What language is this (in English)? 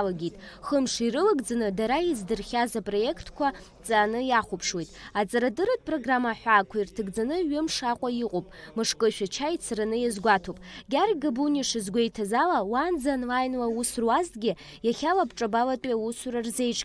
Abkhazian